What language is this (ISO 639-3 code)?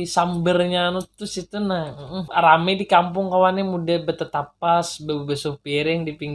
bjn